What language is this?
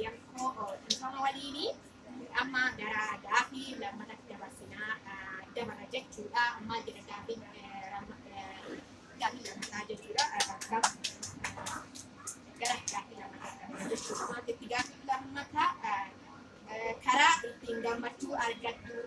Oromo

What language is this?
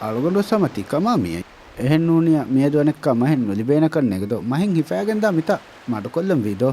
Divehi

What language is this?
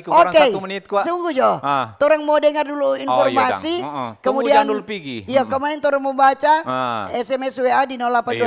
Manado Malay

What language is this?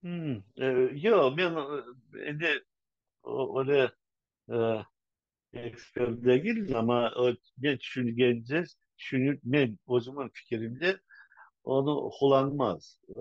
Crimean Tatar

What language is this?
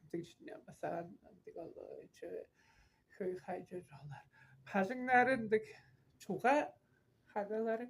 Tuvinian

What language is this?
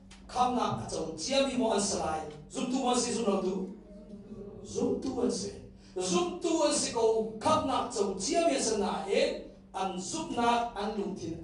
Hakha Chin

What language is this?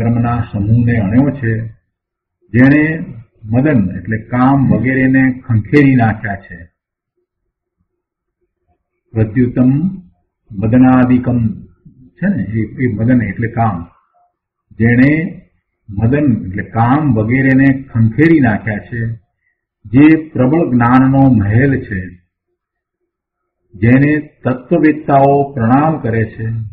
Gujarati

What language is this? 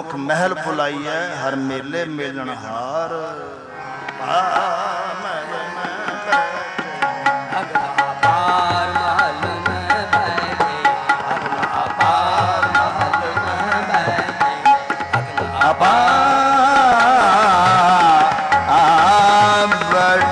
Punjabi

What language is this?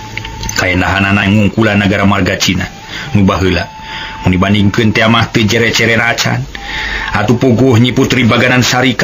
Sundanese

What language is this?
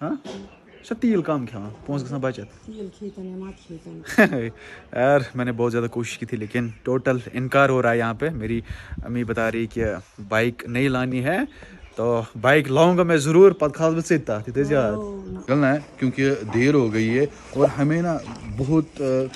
Kashmiri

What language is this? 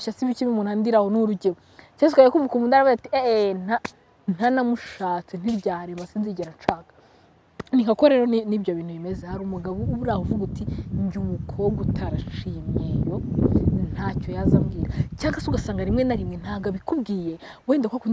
Kinyarwanda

